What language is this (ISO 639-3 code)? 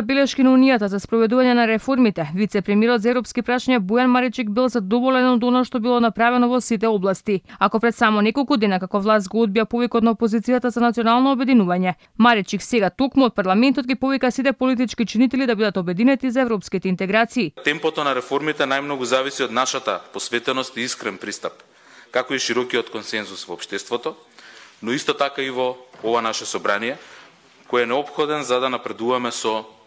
mkd